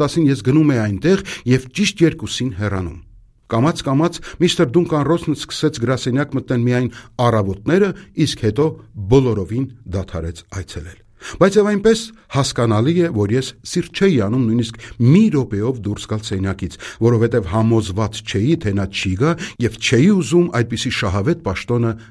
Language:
Armenian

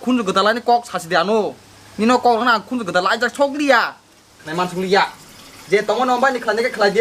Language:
Kok Borok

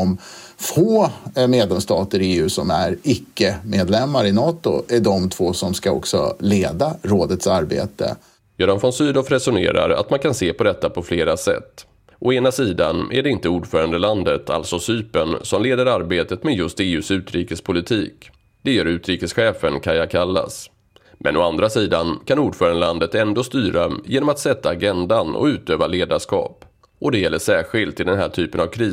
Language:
Swedish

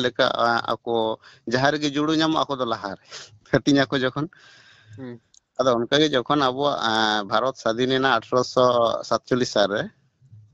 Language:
Santali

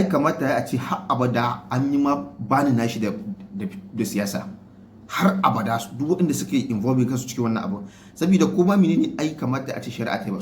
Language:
Hausa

